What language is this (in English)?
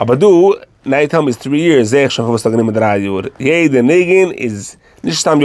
Yiddish